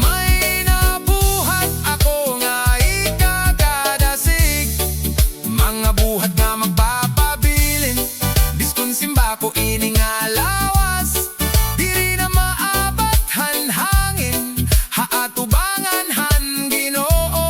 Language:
Waray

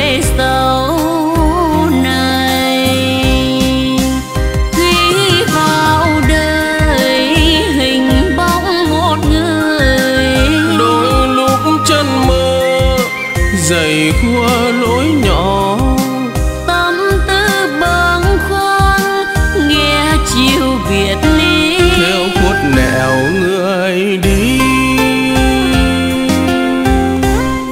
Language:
Vietnamese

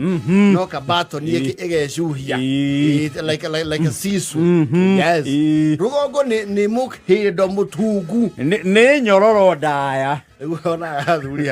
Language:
Kikuyu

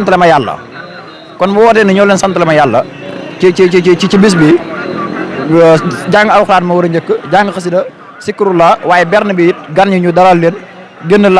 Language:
Wolof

